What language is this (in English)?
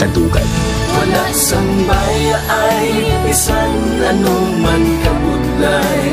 Hiligaynon